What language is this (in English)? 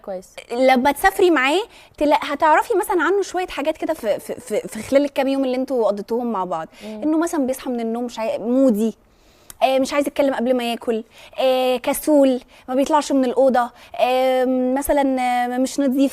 Egyptian Arabic